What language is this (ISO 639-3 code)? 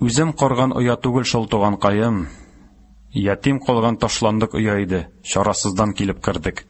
tat